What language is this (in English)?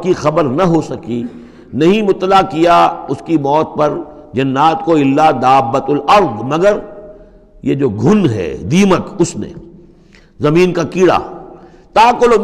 Urdu